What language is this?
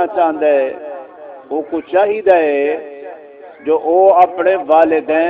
Saraiki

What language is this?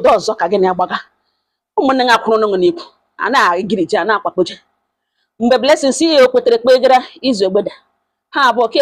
Igbo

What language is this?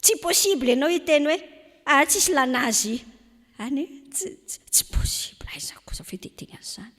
Malagasy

